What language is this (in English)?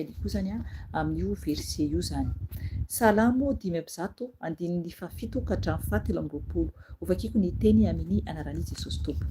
Malagasy